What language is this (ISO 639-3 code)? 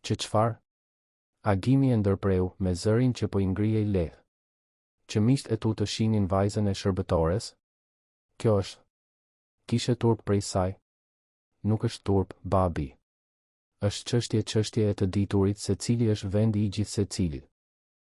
sqi